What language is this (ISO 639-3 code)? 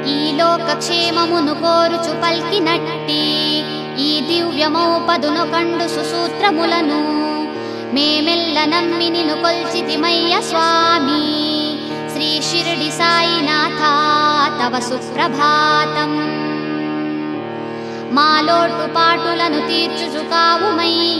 tel